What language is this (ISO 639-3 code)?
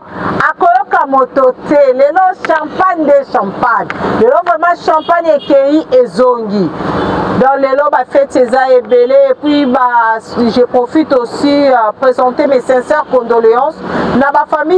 lin